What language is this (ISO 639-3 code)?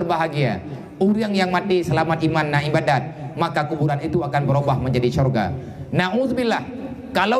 ace